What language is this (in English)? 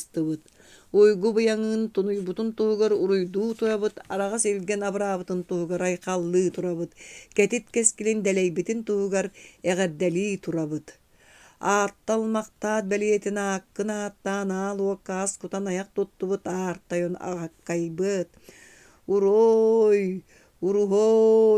Yakut